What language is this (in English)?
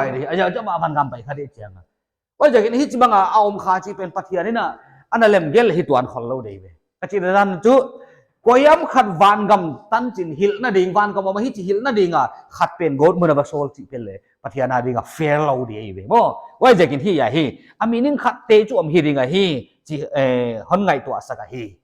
Paite Chin